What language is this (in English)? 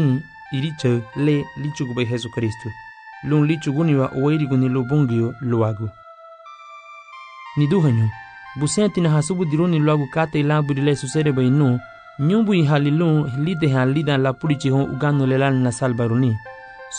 Garifuna